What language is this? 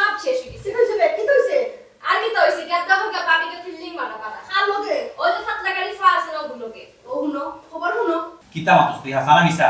Sylheti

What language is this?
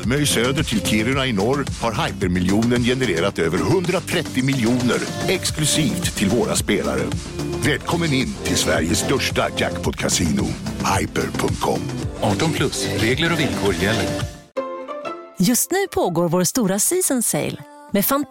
Swedish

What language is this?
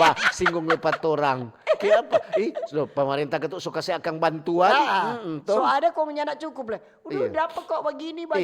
Manado Malay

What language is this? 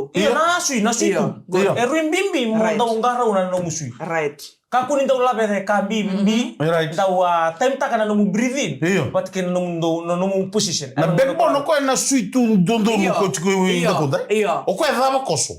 Fijian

